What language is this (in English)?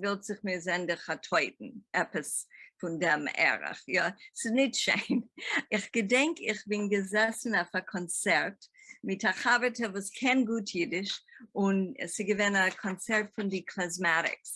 Yiddish